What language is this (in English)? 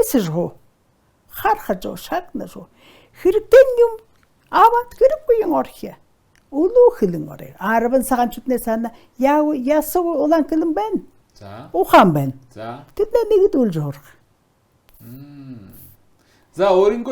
Mongolian